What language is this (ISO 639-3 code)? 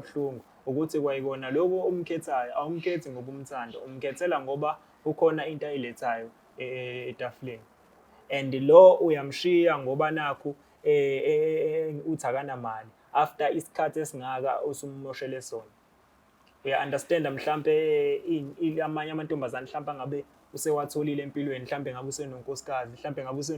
zul